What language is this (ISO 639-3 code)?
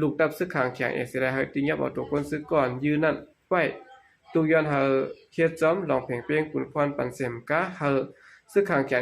shn